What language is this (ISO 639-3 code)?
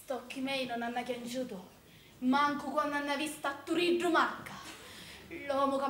scn